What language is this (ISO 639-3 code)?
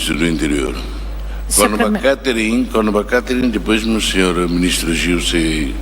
tet